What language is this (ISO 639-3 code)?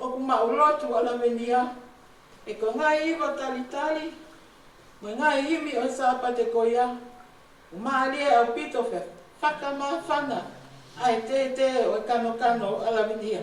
ton